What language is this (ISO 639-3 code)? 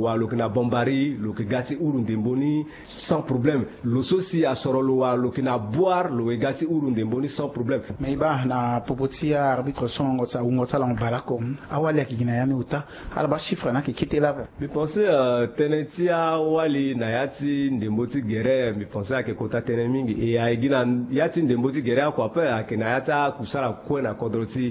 sag